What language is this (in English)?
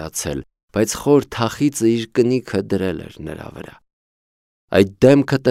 Armenian